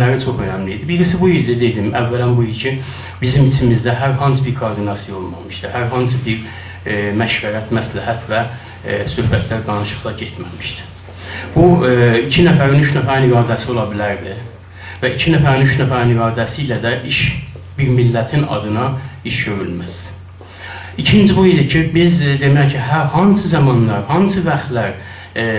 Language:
South Azerbaijani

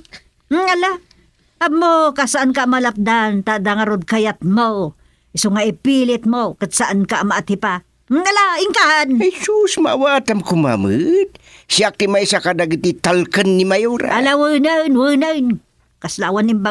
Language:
Iloko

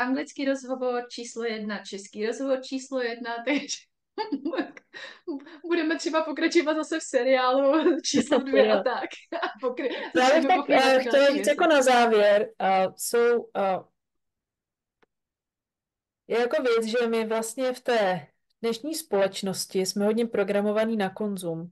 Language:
Czech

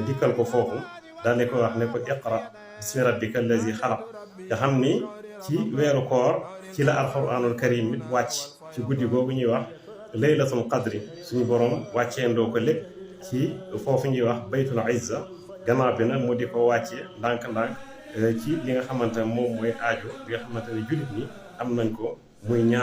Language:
Wolof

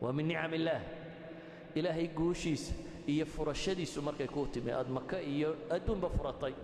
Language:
Somali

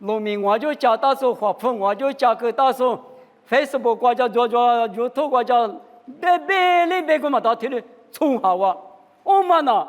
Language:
Lisu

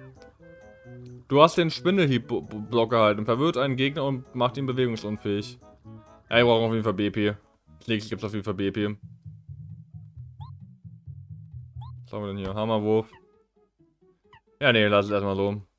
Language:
German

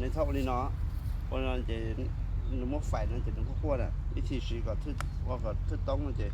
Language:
Hmong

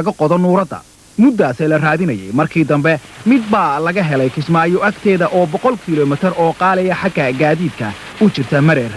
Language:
Somali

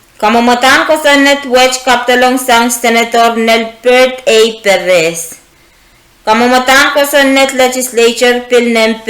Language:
Pohnpeian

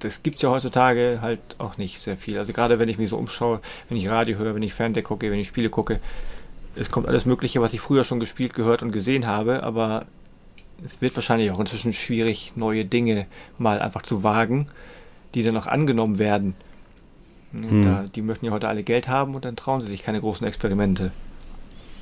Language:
German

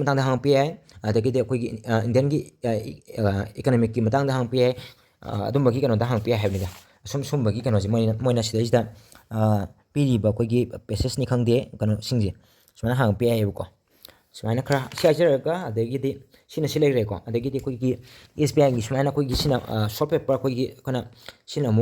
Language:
Manipuri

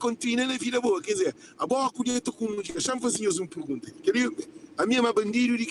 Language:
Kabuverdianu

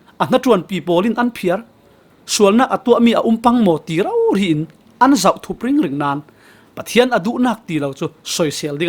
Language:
Falam Chin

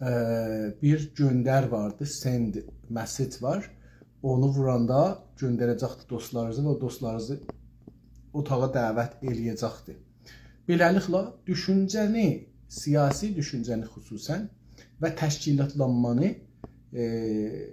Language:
South Azerbaijani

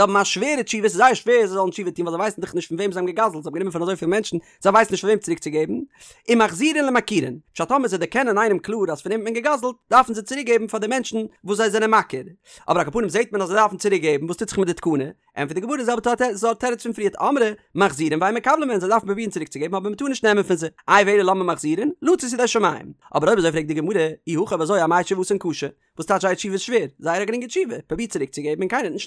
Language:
Yiddish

